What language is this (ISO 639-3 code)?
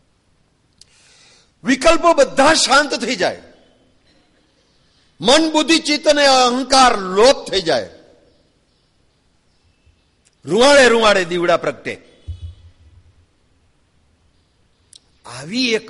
guj